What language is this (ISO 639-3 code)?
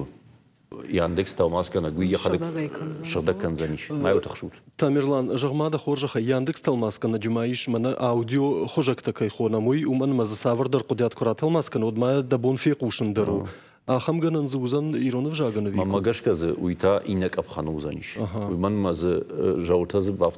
oss